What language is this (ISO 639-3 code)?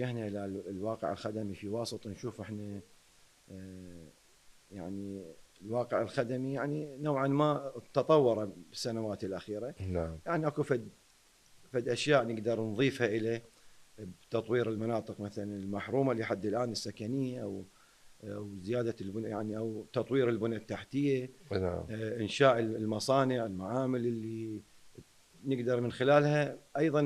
acm